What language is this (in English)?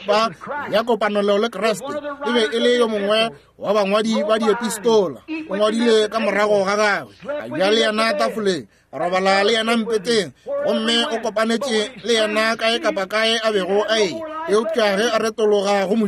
Northern Sotho